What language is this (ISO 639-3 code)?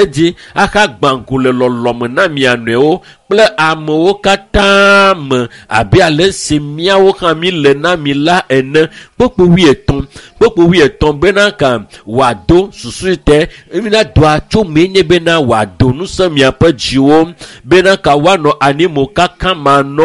ewe